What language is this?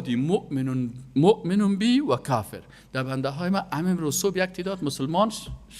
Persian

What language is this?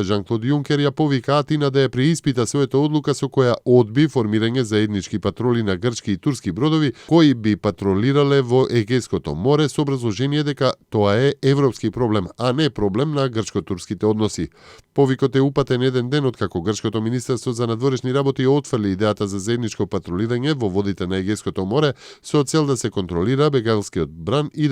Macedonian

